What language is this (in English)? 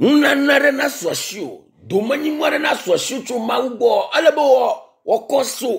Ewe